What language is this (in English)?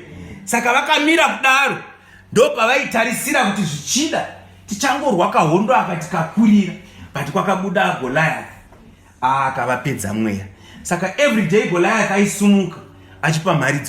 Shona